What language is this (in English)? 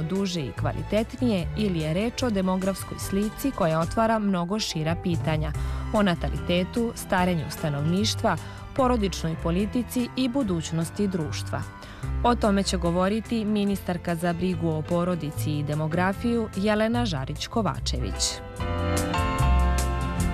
Serbian